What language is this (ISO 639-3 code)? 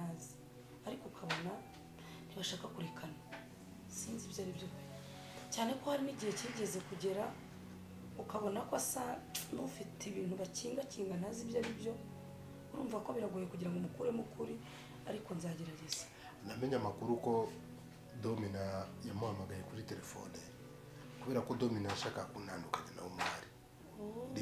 kin